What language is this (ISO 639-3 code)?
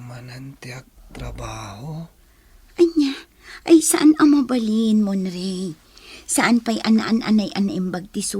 ilo